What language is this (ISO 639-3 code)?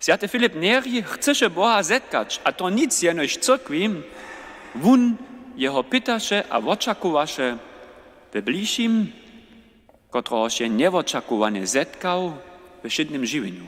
hsb